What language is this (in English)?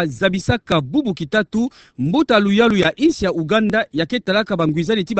Kituba (Democratic Republic of Congo)